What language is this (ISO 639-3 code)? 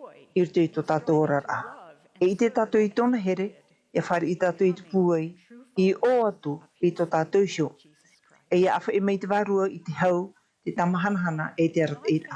tah